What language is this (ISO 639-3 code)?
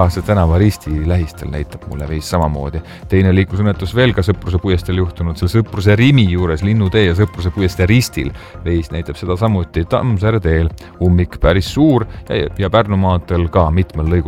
est